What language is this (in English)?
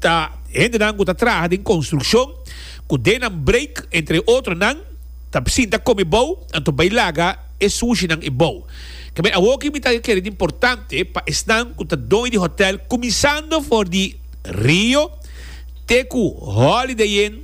Papiamento